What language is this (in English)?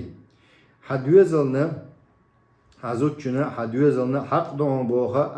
Chechen